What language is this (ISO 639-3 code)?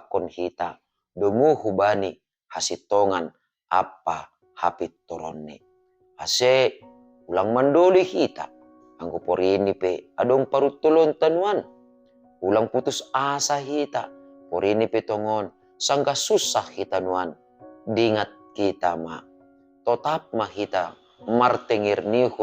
bts